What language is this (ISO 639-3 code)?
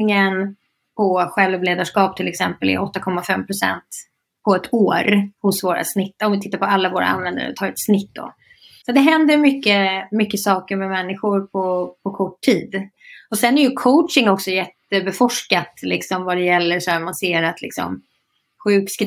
swe